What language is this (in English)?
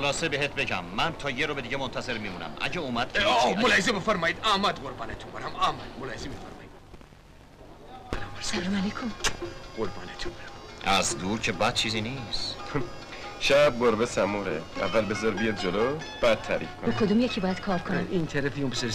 Persian